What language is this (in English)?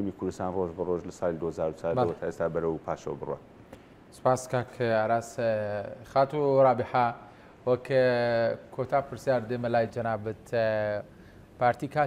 Central Kurdish